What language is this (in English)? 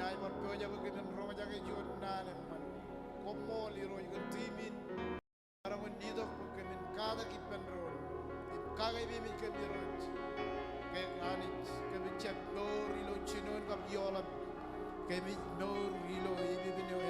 Marshallese